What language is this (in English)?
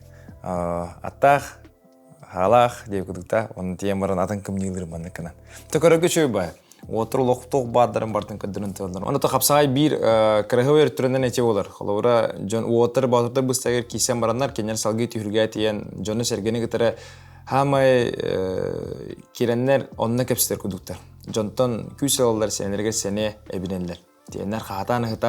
Yakut